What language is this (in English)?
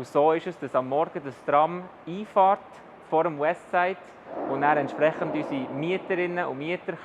Swiss German